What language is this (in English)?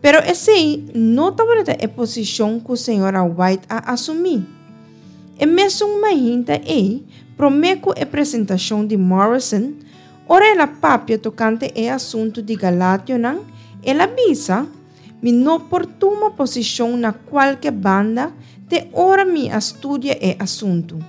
Papiamento